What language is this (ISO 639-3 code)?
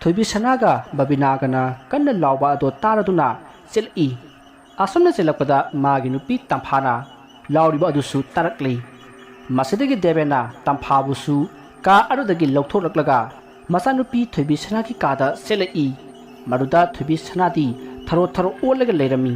mni